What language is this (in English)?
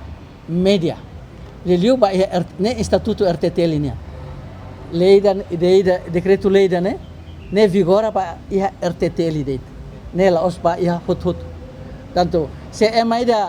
Tetum